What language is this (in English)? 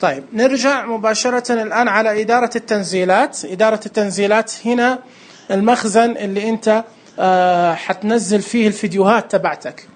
Najdi Arabic